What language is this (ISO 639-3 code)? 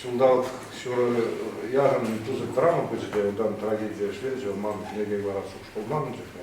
chv